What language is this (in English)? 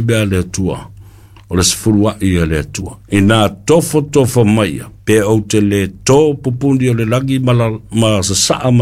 Samoan